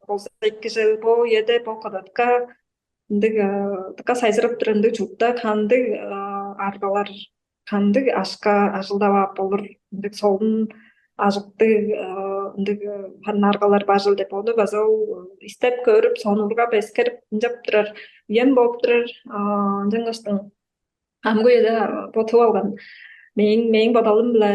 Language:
Tuvinian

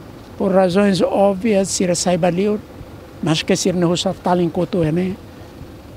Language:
Tetum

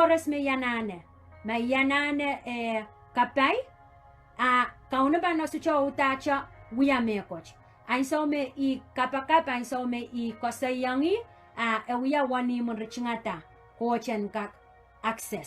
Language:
Pohnpeian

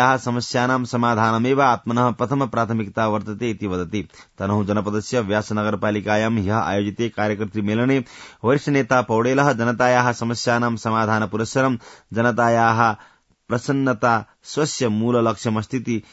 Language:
Sanskrit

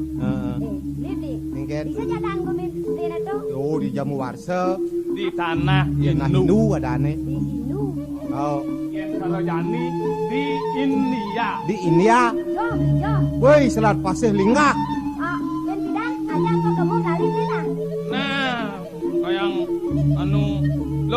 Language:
Balinese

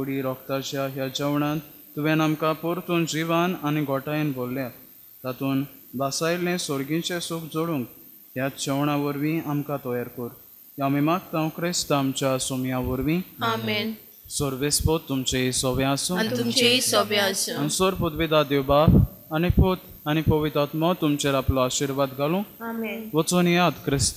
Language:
Konkani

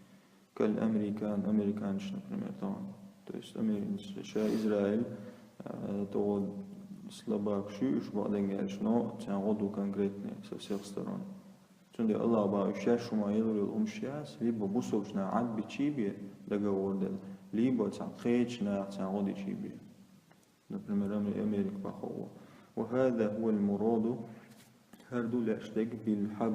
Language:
Chechen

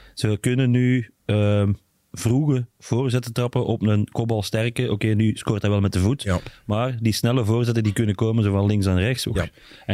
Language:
Dutch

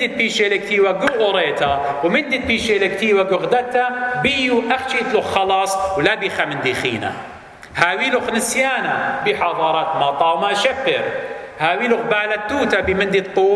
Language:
Assyrian Neo-Aramaic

